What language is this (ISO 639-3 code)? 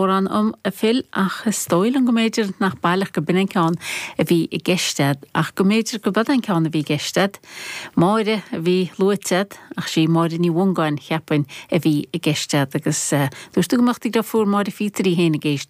gle